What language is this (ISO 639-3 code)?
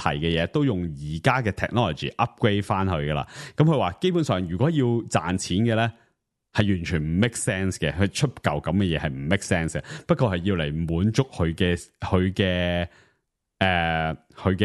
yue